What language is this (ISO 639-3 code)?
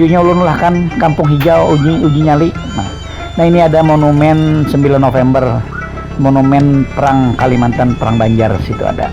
bjn